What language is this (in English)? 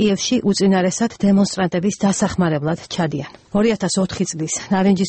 Georgian